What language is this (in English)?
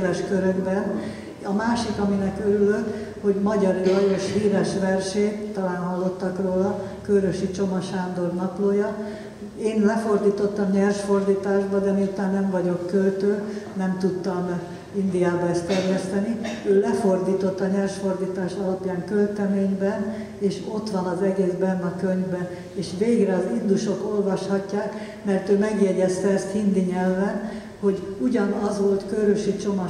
Hungarian